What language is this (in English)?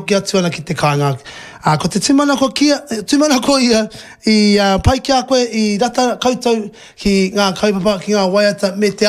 Māori